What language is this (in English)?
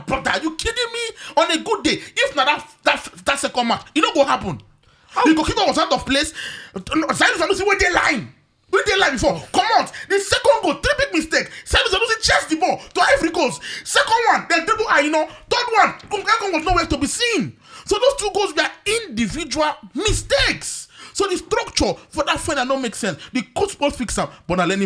Nigerian Pidgin